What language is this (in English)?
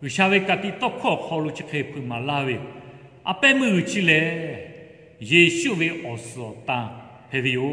Lahu